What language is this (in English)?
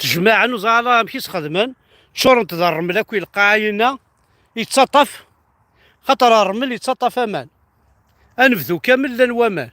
Kabyle